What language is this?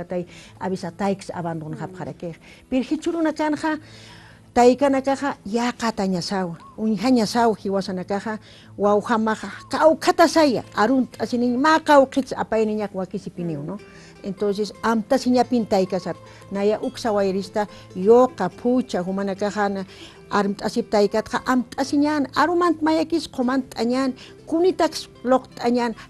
Aymara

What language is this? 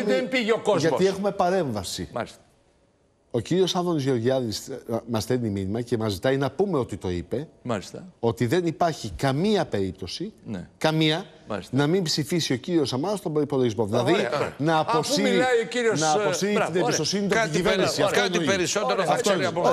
Greek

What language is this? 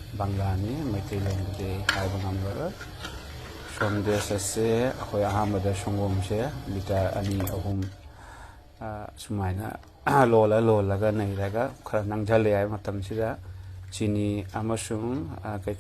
Manipuri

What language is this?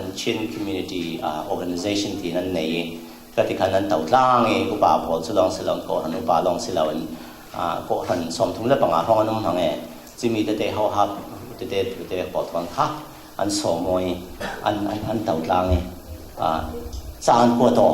Falam Chin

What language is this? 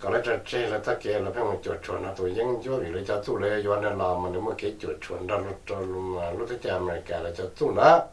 Hmong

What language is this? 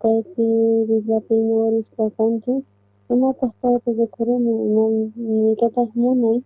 South Bolivian Quechua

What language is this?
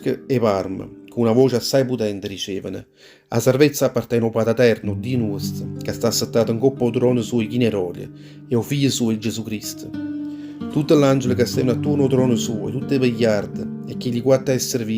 Neapolitan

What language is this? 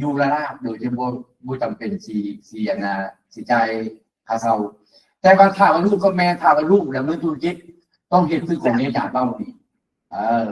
Lao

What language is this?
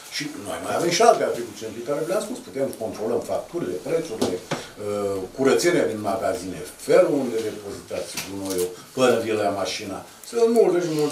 Romanian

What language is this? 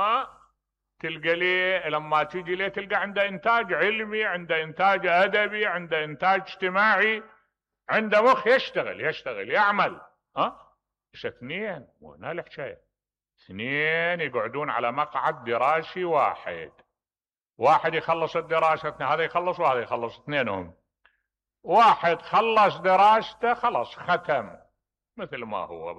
Mesopotamian Arabic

